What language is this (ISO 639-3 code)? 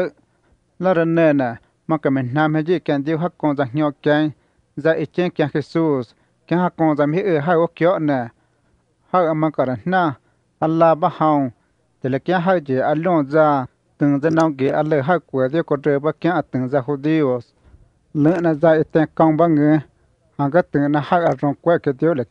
vie